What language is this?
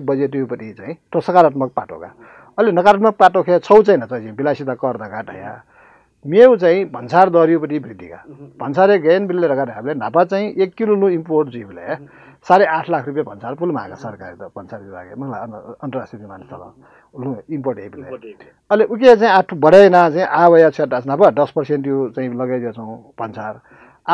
Newari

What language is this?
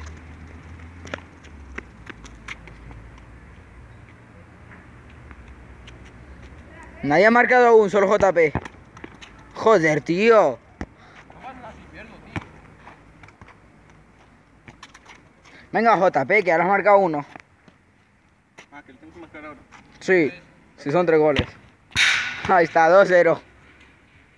Spanish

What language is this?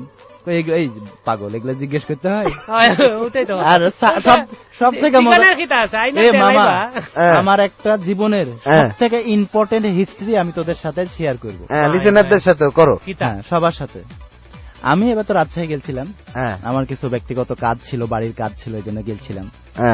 Bangla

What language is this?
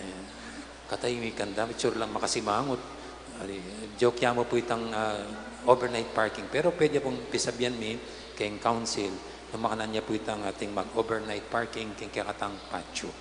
Pampanga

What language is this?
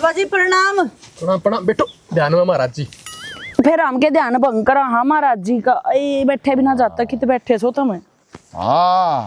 Haryanvi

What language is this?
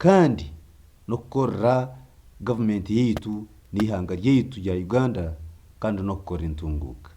Nyankole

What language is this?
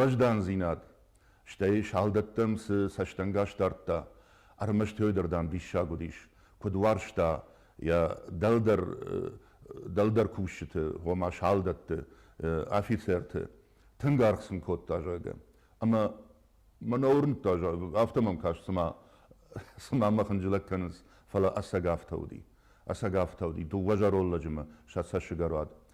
Ossetic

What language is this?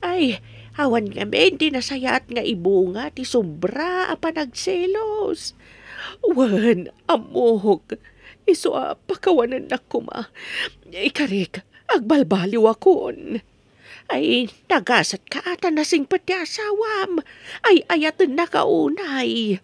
Iloko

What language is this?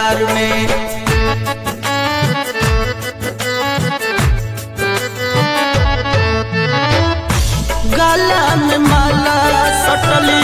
Bhojpuri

